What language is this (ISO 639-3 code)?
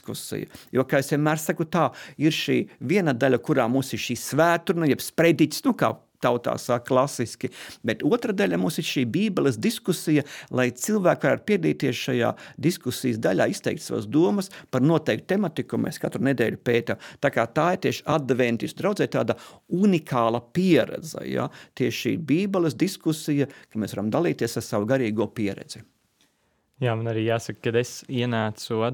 lav